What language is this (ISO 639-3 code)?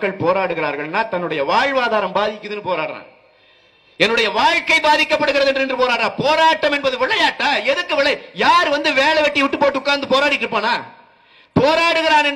tam